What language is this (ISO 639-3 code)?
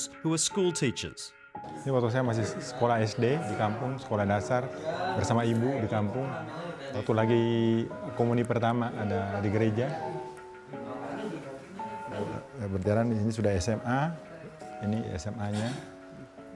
ind